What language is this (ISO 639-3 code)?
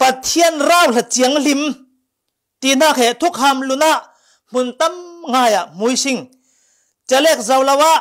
cfm